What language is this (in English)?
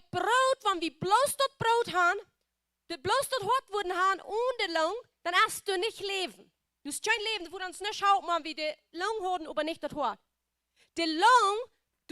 Plautdietsch